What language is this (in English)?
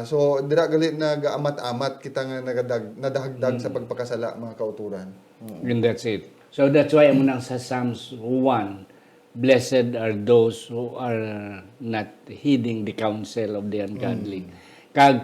Hiligaynon